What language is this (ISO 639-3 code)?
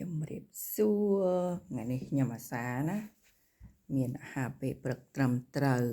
khm